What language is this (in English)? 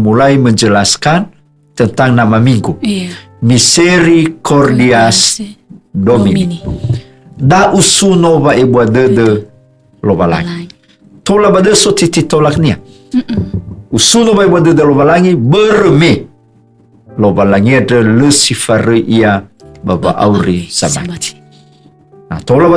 Nias